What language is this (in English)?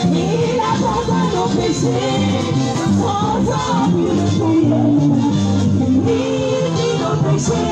French